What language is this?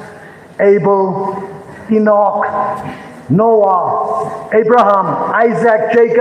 Tangkhul Naga (India)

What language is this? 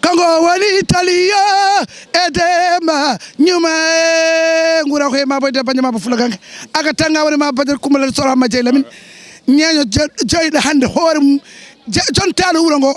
Fula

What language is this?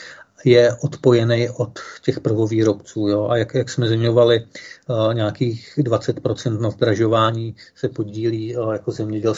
Czech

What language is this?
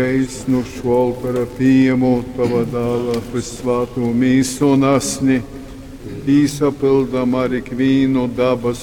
Latgalian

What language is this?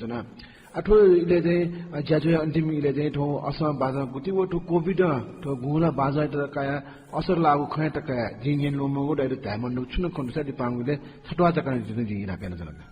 Newari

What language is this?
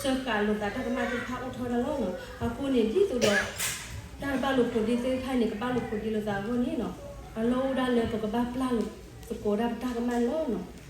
S'gaw Karen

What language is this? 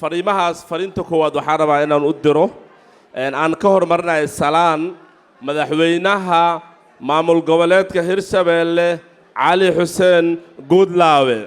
Somali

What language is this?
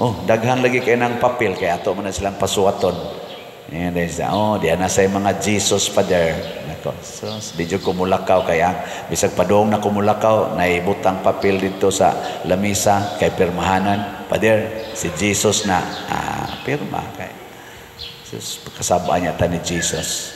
Cebuano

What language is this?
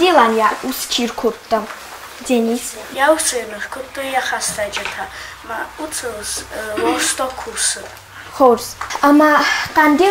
Ossetic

